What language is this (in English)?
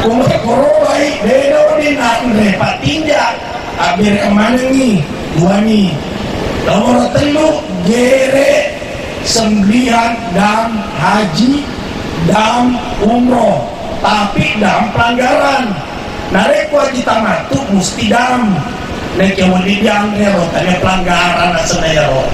Buginese